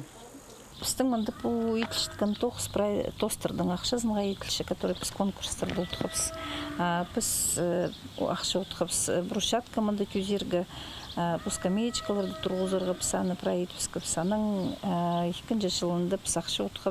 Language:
Khakas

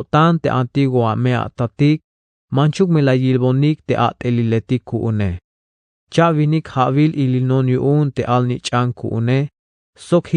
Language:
Tzeltal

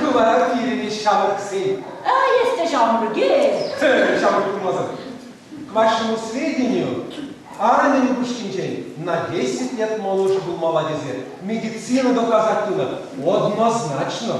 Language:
Chuvash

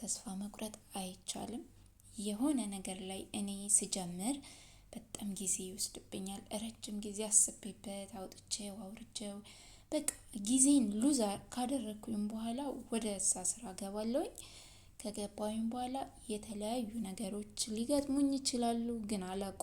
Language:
Amharic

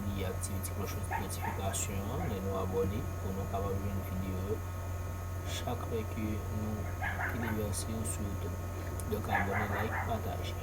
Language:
Haitian Creole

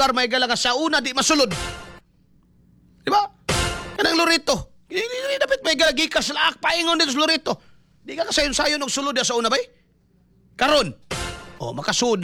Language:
Cebuano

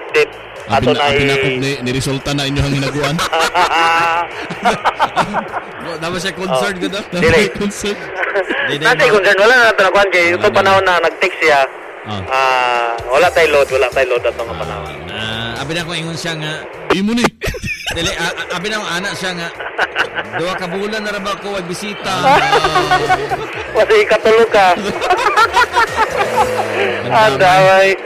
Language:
Cebuano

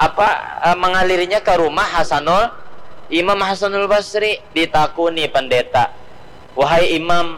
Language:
Banjar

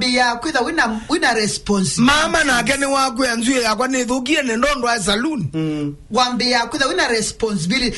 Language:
Kamba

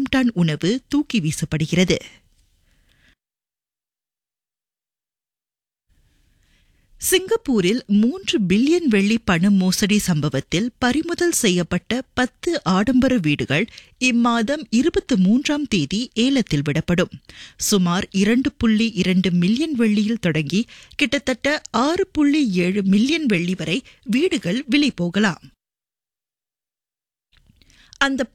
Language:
Tamil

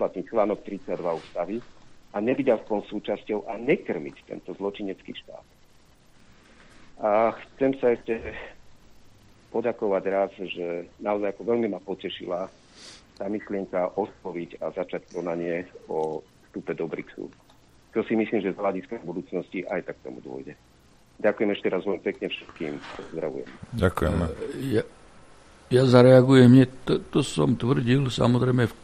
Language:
Slovak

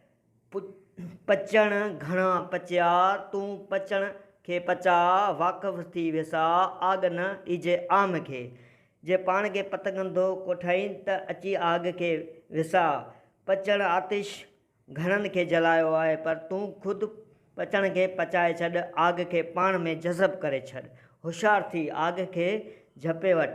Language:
Sindhi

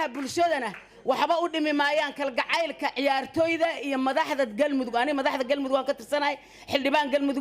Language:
Somali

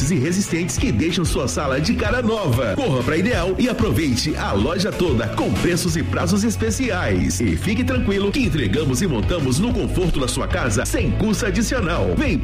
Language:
Portuguese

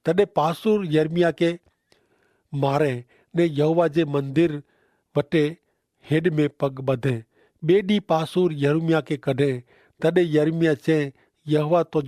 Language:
Kachhi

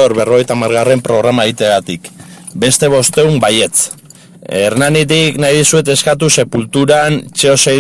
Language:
Basque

